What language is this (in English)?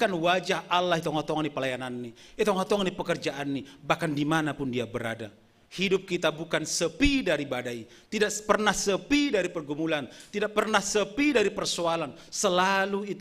Batak Simalungun